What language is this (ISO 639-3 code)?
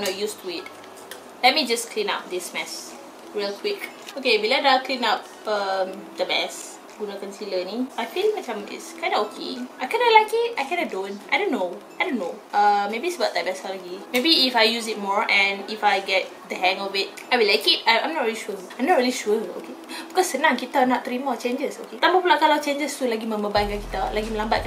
msa